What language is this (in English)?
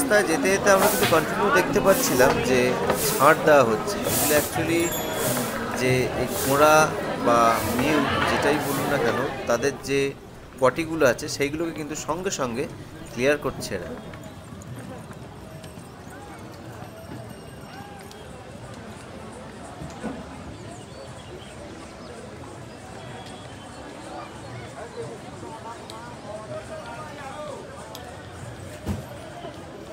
Bangla